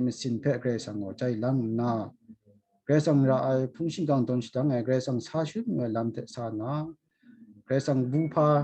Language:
Kachin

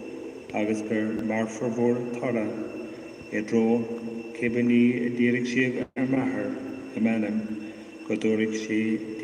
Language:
Irish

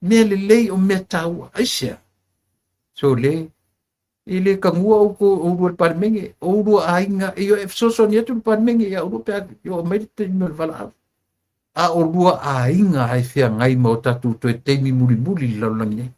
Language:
Samoan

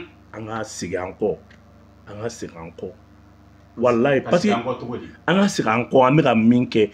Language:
Bambara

